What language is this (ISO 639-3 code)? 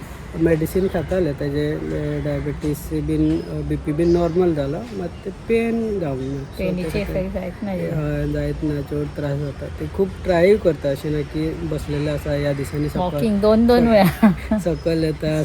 kok